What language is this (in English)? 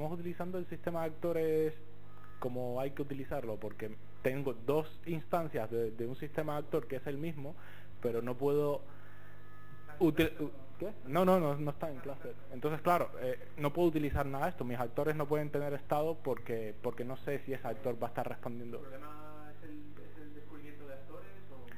Spanish